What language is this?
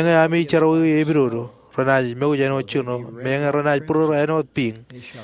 Marshallese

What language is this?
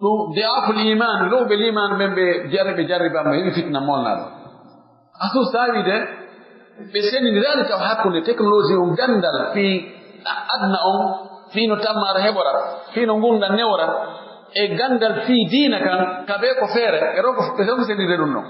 Pular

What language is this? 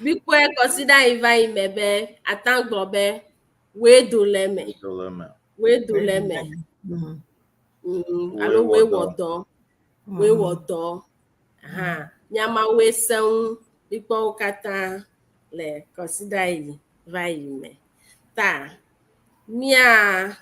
Ewe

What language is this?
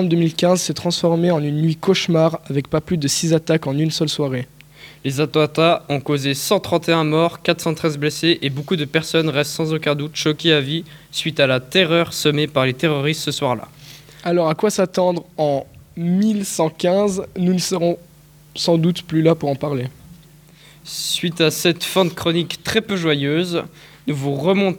French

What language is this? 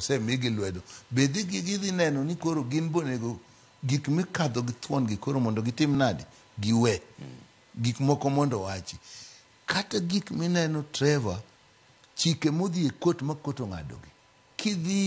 Luo (Kenya and Tanzania)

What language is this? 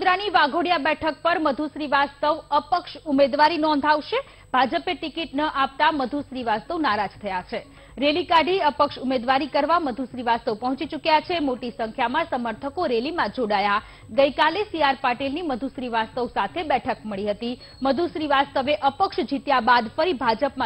Gujarati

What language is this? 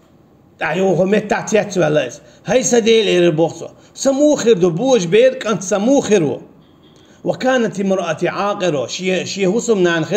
Chechen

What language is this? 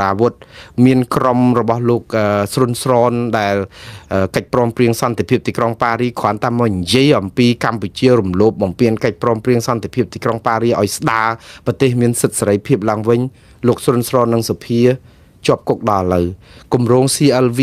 Khmer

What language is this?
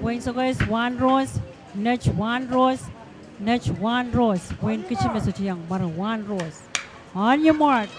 Pohnpeian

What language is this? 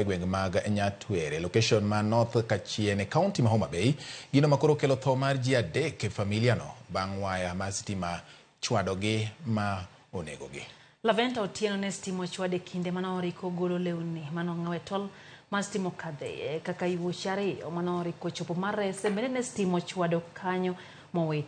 Luo (Kenya and Tanzania)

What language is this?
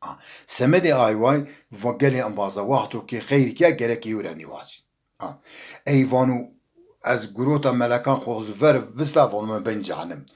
Zaza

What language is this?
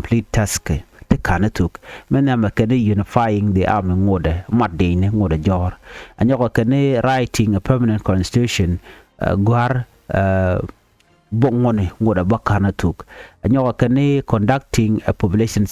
Nuer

